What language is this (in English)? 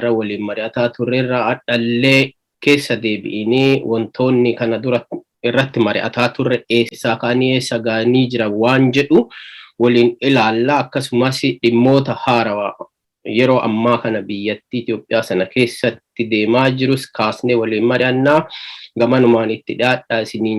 Oromo